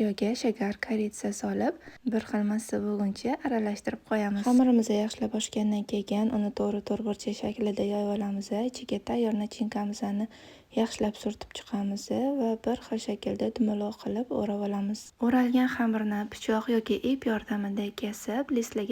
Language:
Uzbek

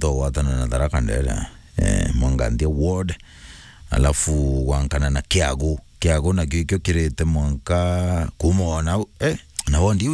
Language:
Meru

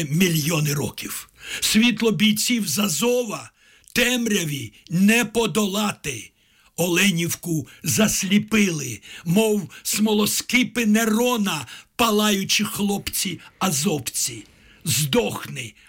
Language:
Ukrainian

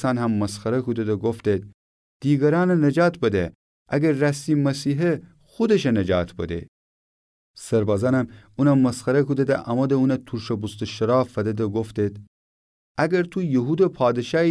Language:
Gilaki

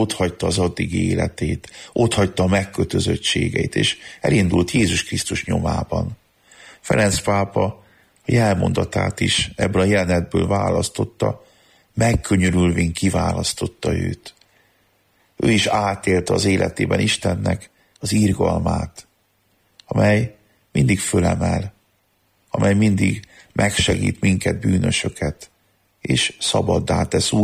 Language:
Hungarian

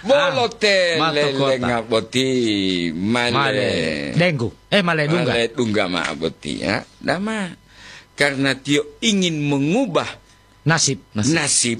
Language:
Gorontalo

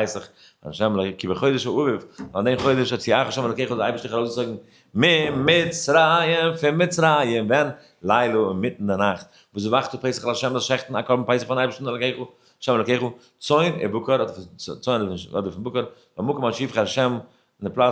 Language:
Yiddish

